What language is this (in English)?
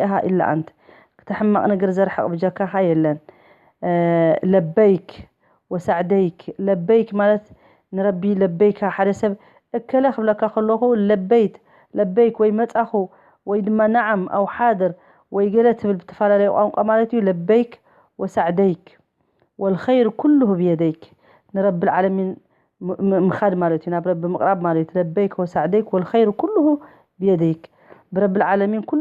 Tigrinya